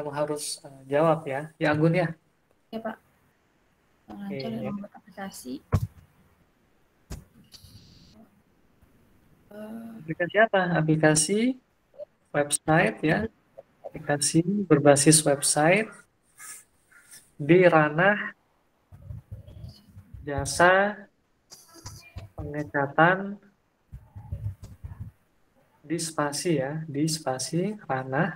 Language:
Indonesian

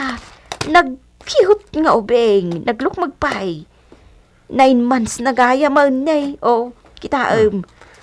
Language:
Iloko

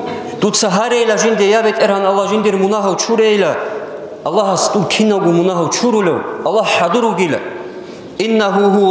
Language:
Avaric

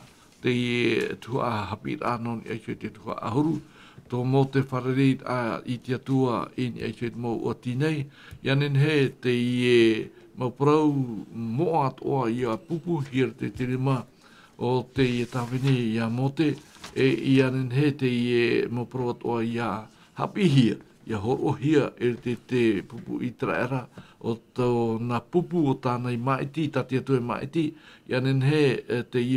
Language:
Tahitian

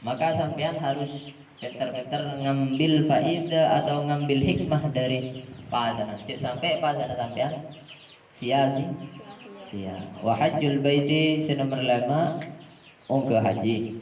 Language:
Madurese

